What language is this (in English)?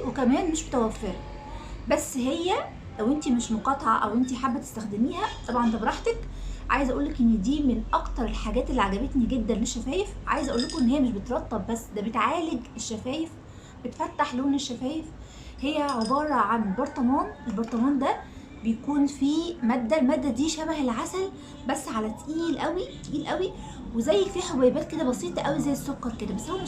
Egyptian Arabic